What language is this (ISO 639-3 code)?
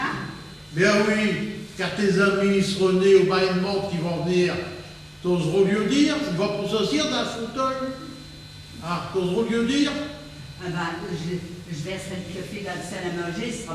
pcd